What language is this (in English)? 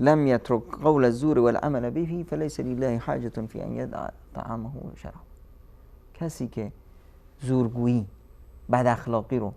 Persian